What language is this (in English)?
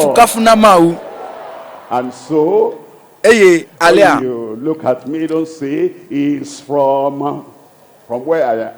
Ewe